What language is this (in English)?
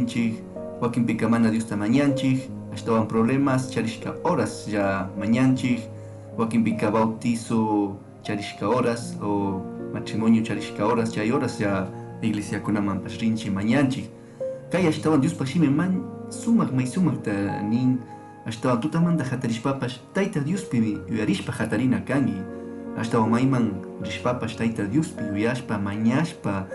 Chimborazo Highland Quichua